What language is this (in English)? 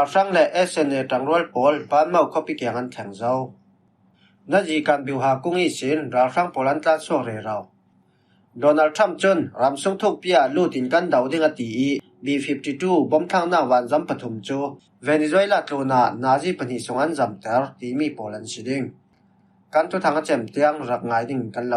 Falam Chin